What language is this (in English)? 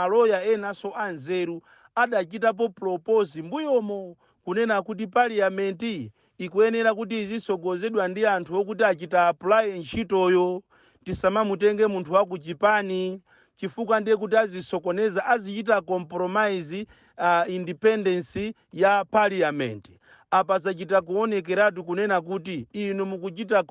Nyanja